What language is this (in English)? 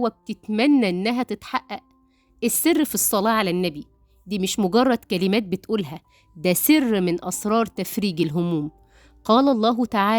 Egyptian Arabic